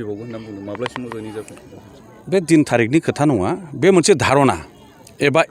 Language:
Bodo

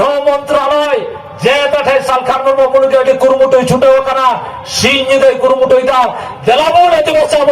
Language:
Santali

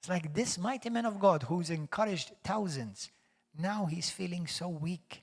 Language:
English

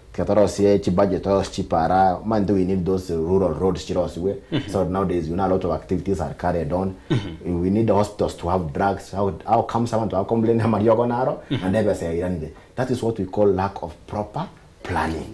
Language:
Gusii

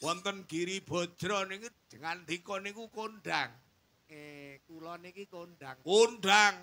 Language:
Javanese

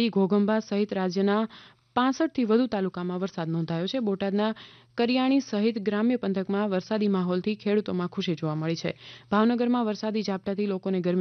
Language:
Gujarati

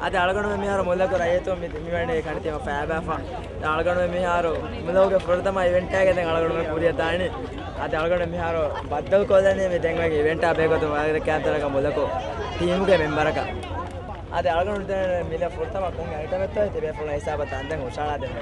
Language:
Divehi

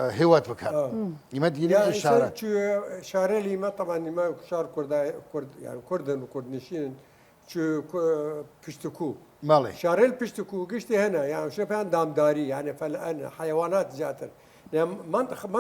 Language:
Southern Kurdish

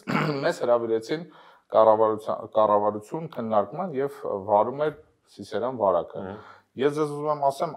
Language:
Armenian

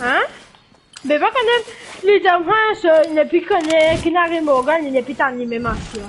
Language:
Morisyen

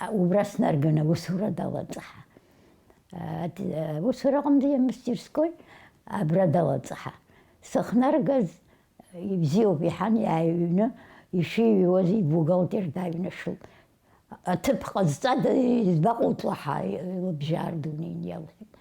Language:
Abkhazian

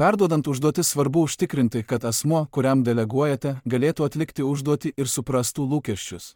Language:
Lithuanian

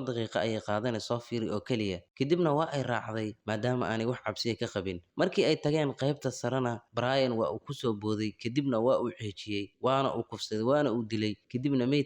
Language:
Somali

